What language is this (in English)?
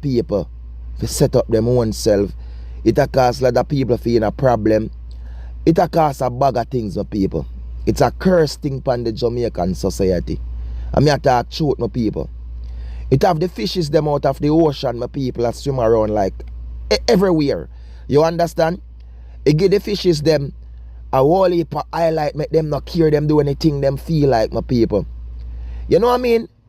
Jamaican Creole English